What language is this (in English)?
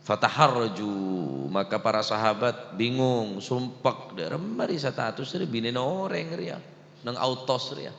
Madurese